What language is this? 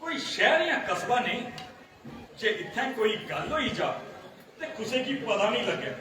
Dogri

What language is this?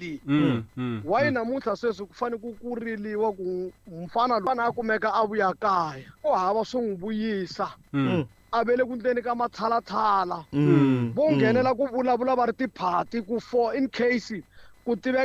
Tsonga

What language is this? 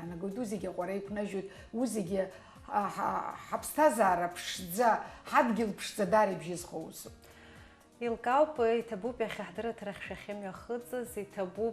Abkhazian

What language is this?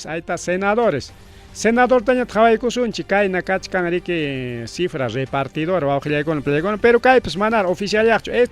Ayacucho Quechua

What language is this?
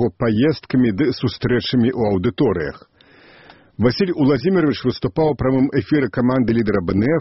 Belarusian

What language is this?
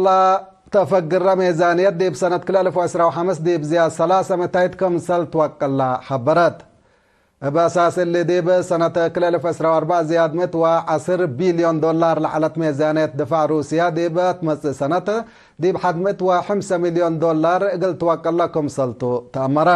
Tigre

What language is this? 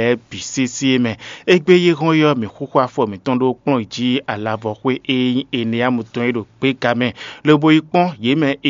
Fon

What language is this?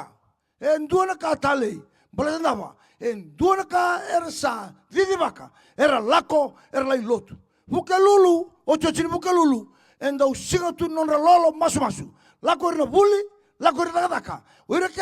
Fijian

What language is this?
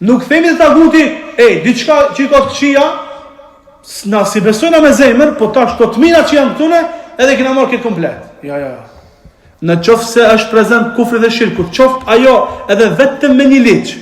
Albanian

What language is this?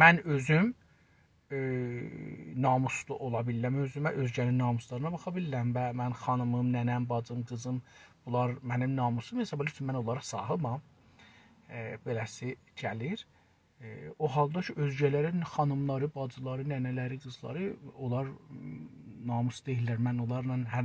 South Azerbaijani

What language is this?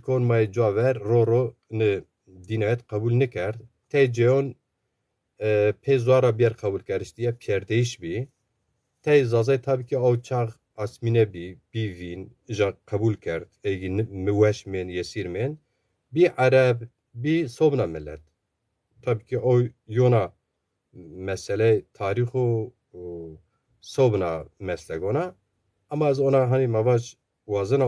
Zaza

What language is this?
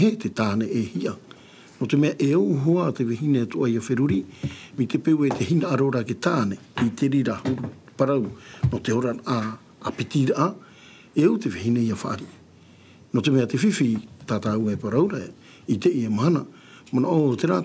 Tahitian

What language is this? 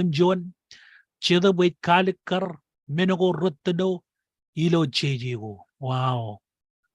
Marshallese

